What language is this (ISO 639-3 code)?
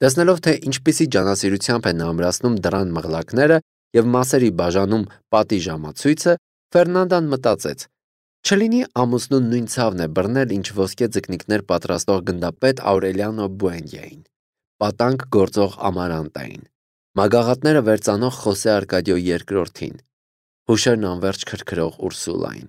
hye